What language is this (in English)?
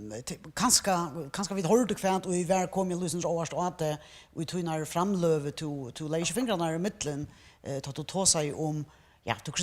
Faroese